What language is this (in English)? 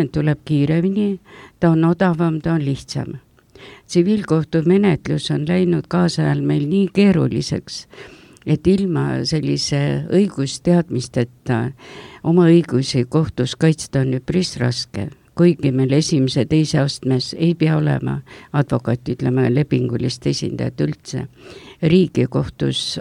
Estonian